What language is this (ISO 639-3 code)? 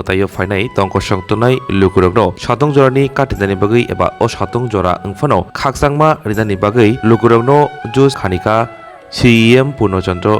trp